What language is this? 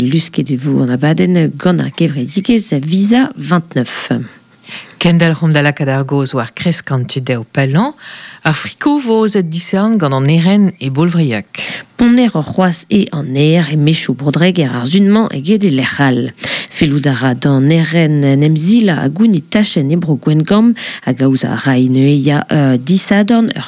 Breton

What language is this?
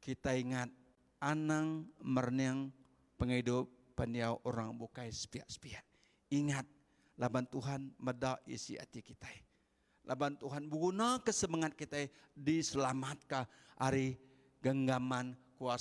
Iban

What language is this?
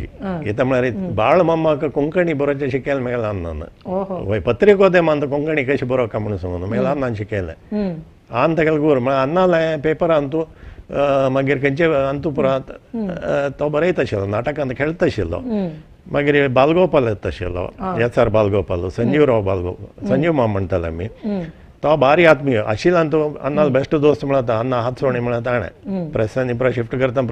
Konkani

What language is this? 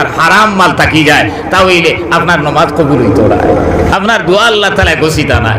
Sylheti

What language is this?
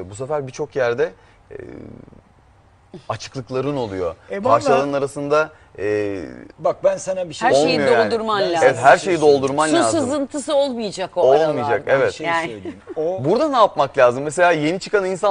Turkish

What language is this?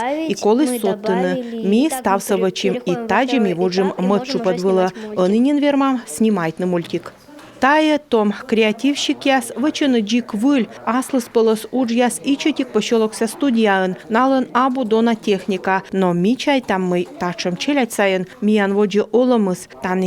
Komi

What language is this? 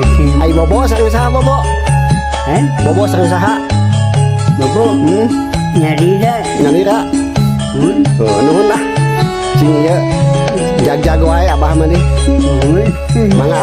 Sundanese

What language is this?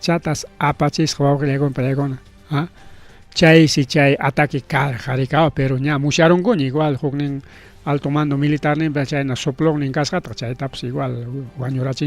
Ayacucho Quechua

